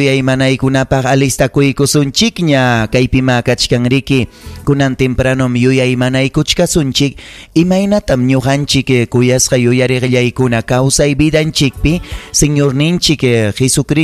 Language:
Ayacucho Quechua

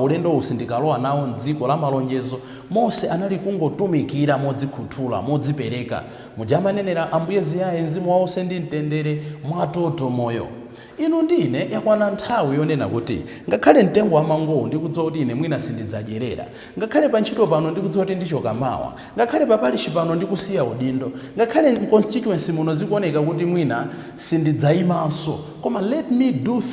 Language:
Nyanja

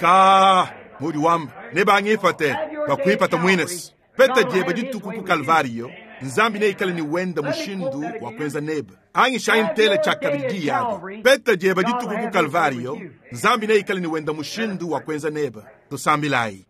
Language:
Luba-Lulua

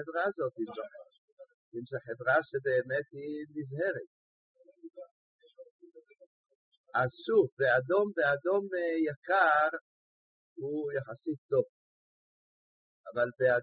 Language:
Hebrew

